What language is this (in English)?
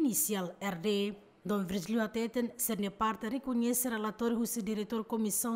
Tetum